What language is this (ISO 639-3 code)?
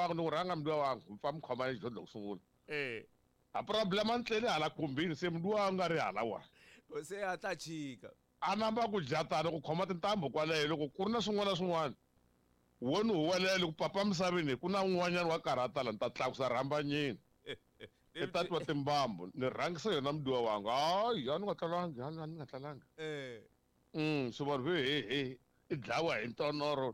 tso